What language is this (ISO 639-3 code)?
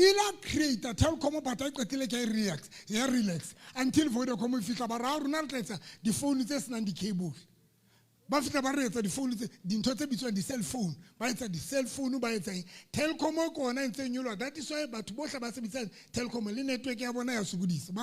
sot